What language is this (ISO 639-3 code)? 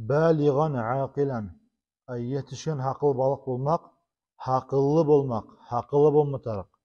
kum